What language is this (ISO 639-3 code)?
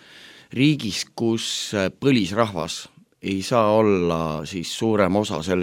est